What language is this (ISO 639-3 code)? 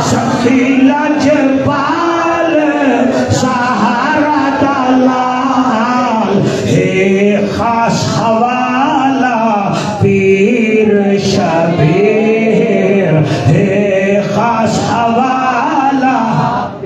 skr